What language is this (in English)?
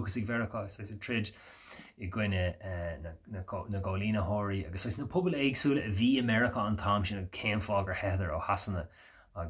Irish